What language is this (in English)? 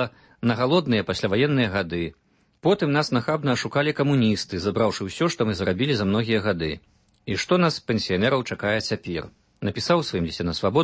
Belarusian